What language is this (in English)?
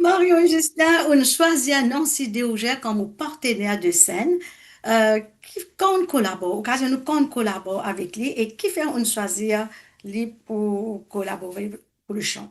Morisyen